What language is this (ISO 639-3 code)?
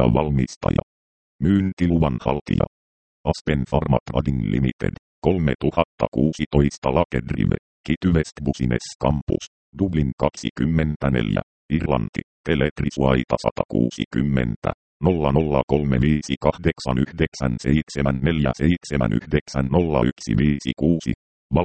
fin